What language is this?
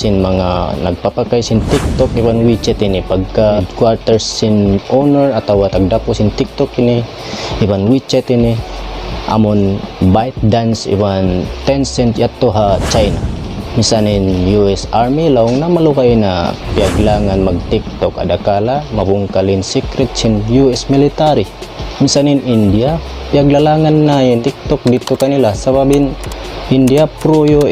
Tausug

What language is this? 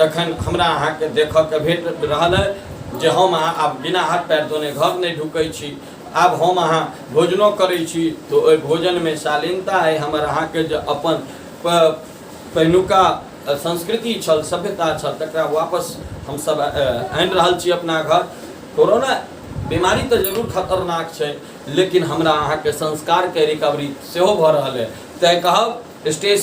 Maithili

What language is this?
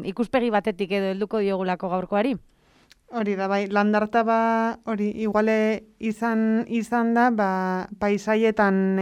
Basque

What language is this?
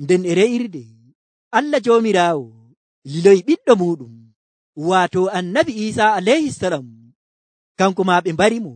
Nigerian Fulfulde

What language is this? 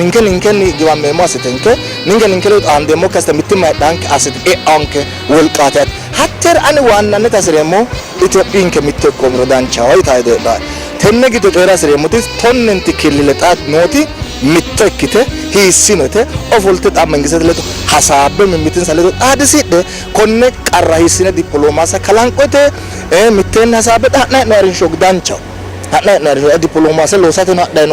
Sidamo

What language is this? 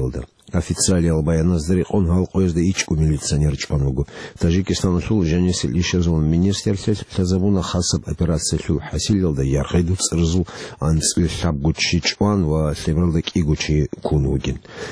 Avaric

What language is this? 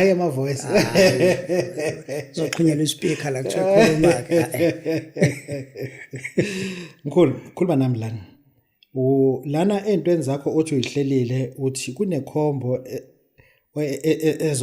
Zulu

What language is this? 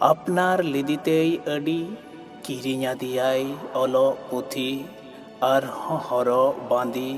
Santali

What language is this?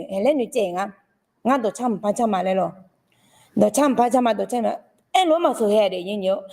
Akha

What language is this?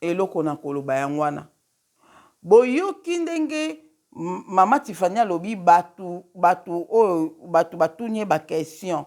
Lingala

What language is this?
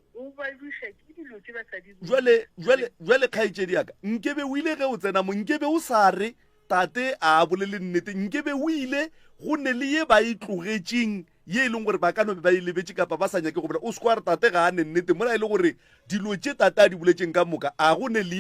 Northern Sotho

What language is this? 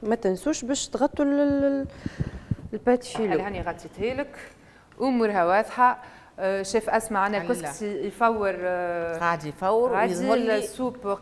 Tunisian Arabic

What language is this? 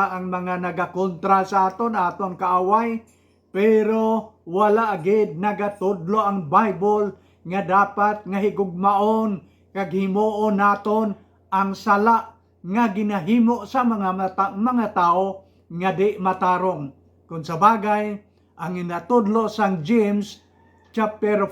Hiligaynon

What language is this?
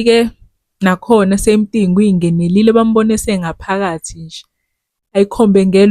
Zulu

